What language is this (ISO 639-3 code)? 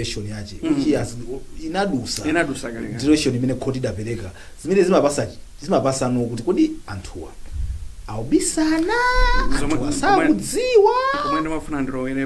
nya